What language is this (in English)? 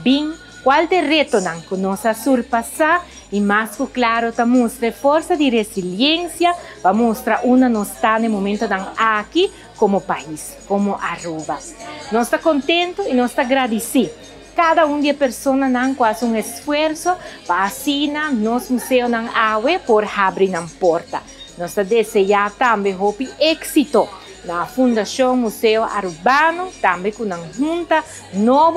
Papiamento